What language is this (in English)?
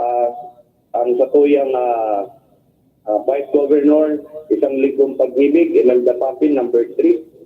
Bikol